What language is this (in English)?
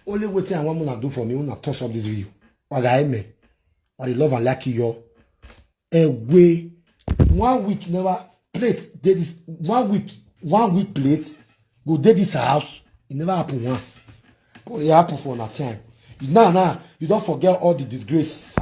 Nigerian Pidgin